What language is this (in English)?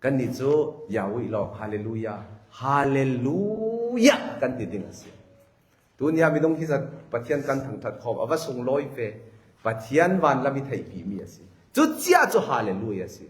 Falam Chin